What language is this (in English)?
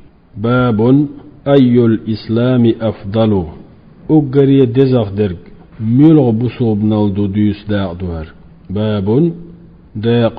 Chechen